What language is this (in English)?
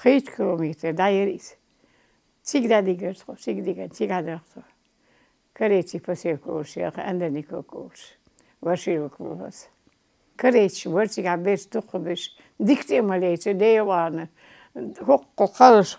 Chechen